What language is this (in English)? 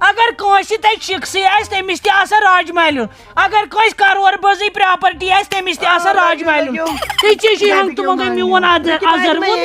Kashmiri